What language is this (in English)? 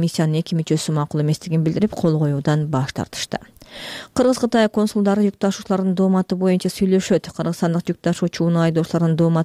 Kyrgyz